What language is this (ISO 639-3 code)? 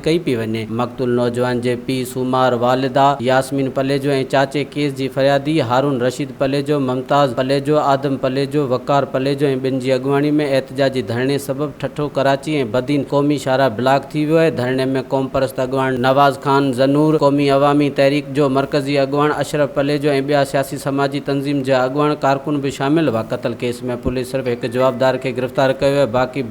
snd